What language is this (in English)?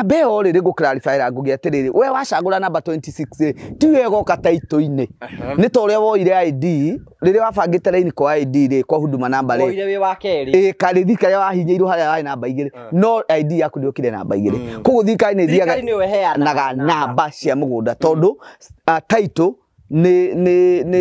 Kikuyu